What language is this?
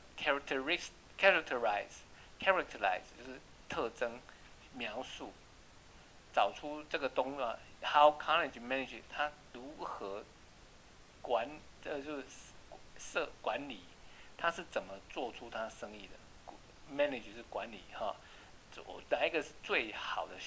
Chinese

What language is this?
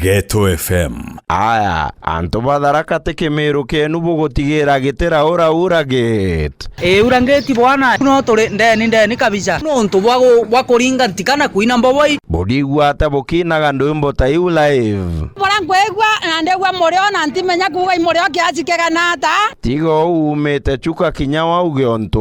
Meru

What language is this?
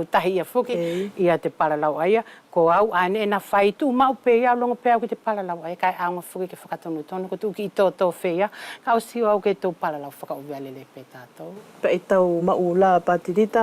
Wallisian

